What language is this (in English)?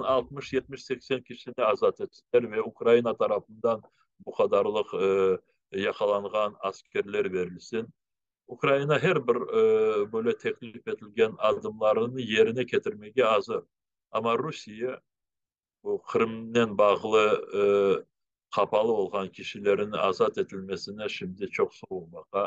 Crimean Tatar